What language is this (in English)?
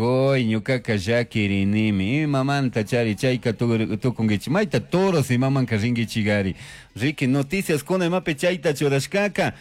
Chimborazo Highland Quichua